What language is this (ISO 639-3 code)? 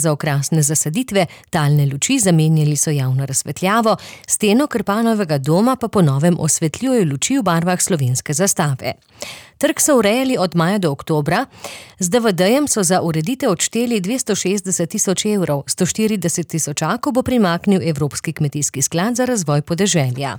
slv